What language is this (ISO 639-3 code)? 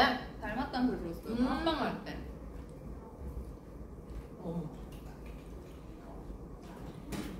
kor